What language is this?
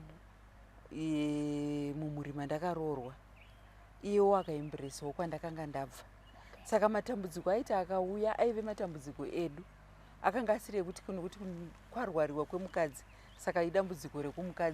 Shona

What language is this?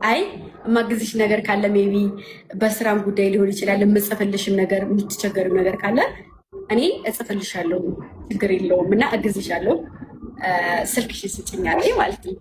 Amharic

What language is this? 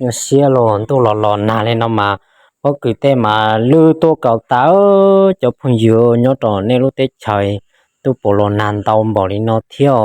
Hmong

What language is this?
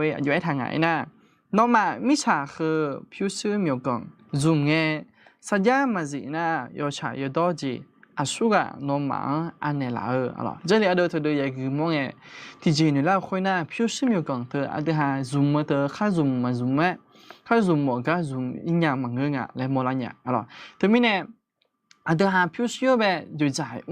Akha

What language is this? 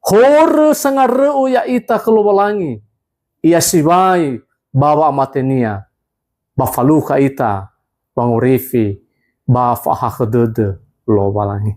Nias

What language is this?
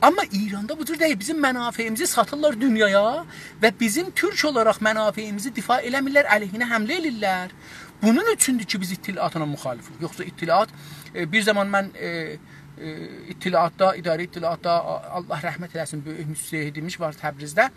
South Azerbaijani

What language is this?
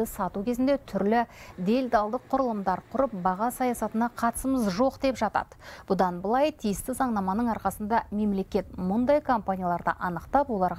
Kazakh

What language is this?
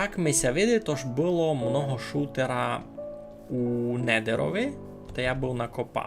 Rusyn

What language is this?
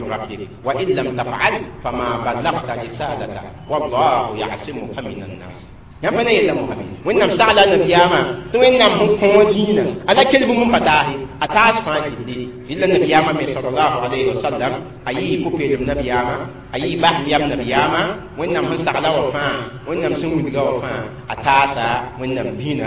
Mossi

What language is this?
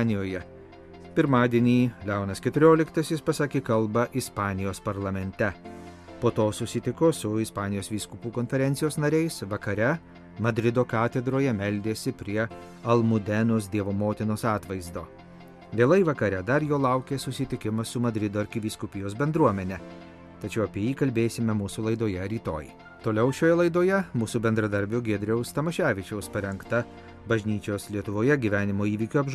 Lithuanian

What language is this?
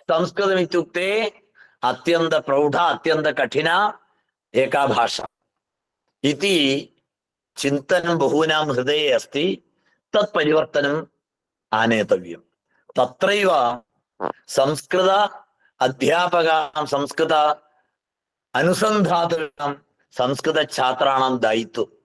Sanskrit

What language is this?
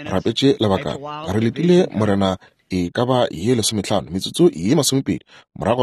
Northern Sotho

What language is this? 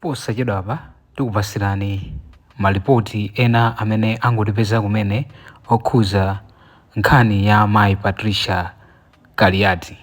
Nyanja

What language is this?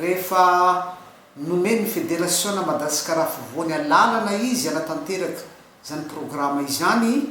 Malagasy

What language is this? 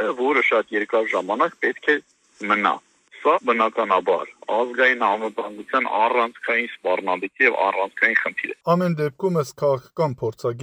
Armenian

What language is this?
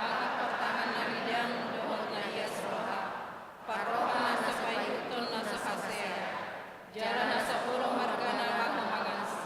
Batak Toba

